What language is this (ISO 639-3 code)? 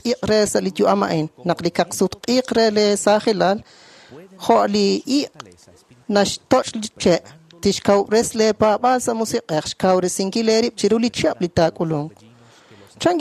kek